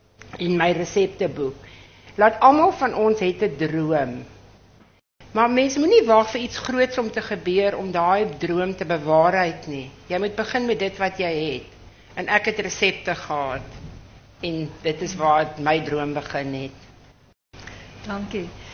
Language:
Afrikaans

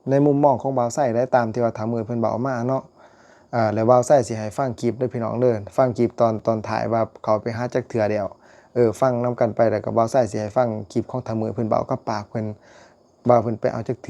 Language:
Lao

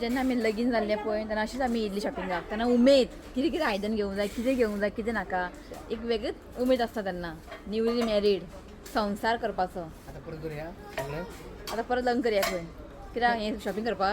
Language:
Konkani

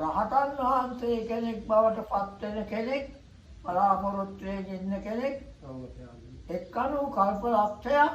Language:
Sinhala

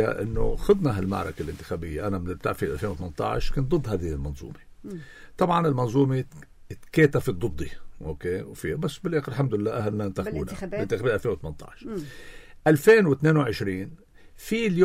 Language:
North Levantine Arabic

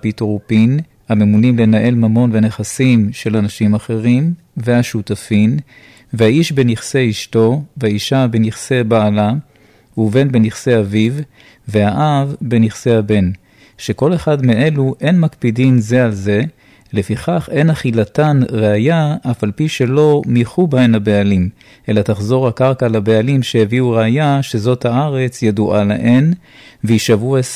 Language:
Hebrew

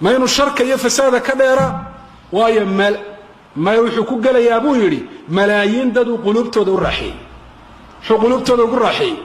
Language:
Somali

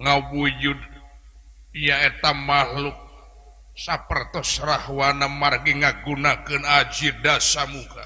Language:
Sundanese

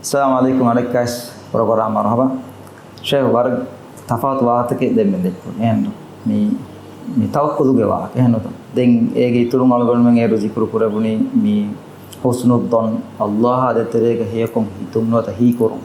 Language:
Divehi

